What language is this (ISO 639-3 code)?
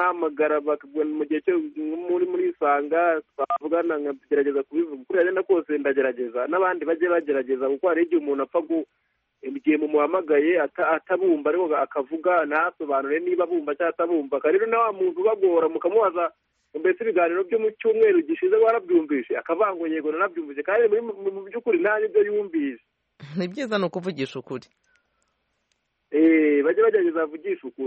kin